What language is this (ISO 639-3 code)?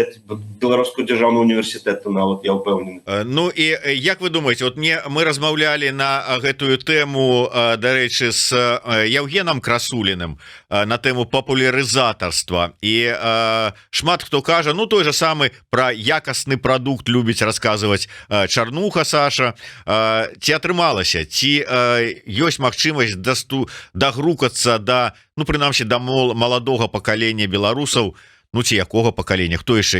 bel